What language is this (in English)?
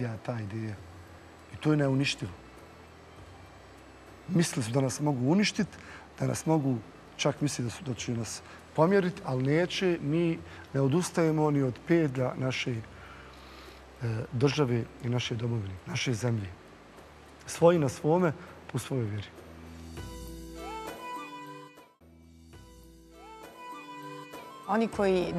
Bosnian